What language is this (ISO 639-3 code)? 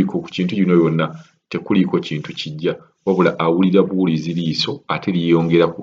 lug